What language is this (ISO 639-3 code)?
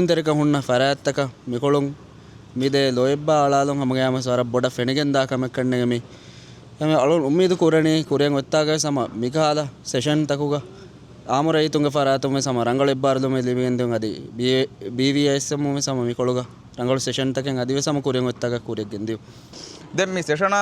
div